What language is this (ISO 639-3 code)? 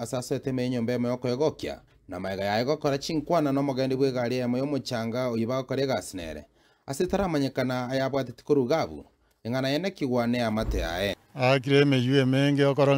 guz